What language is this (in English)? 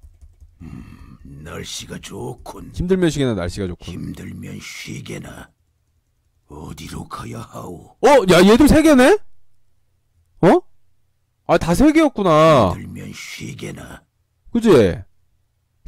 Korean